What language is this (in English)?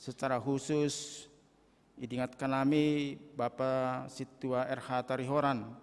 Batak Simalungun